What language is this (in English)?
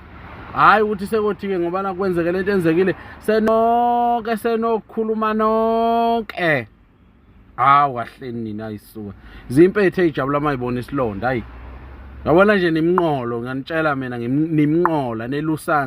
Zulu